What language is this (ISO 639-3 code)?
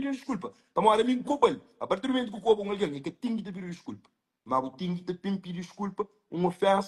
kea